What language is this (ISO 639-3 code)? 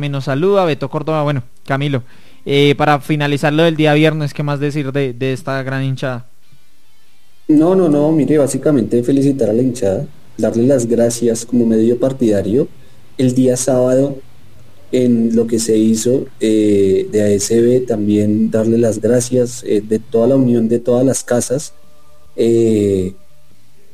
spa